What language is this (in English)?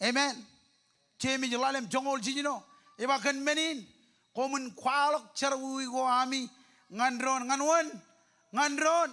Marshallese